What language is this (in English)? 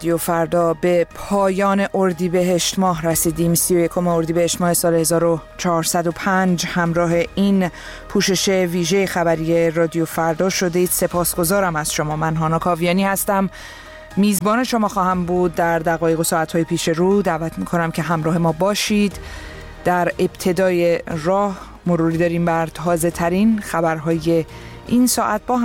Persian